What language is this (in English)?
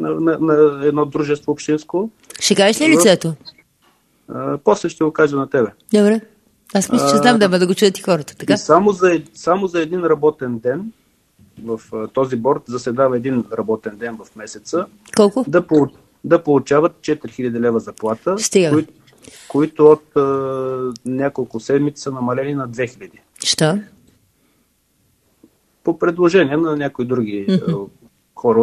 Bulgarian